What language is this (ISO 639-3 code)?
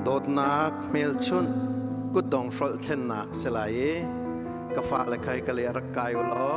cnh